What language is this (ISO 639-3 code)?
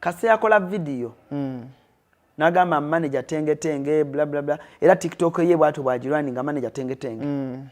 lug